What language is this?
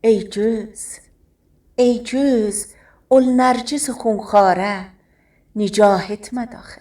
South Azerbaijani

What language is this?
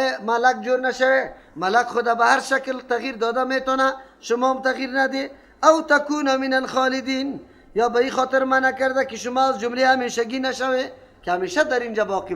Persian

